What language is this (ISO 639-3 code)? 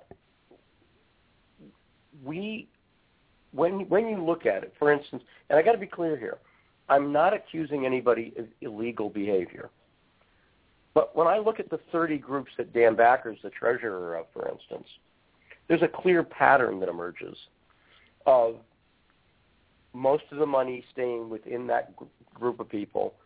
eng